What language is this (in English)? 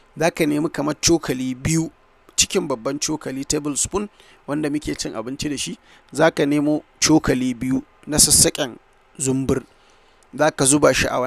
Hausa